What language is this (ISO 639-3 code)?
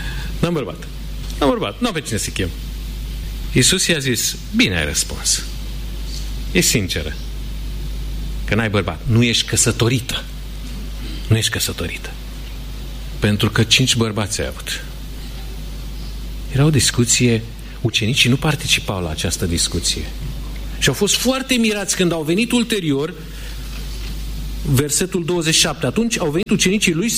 ron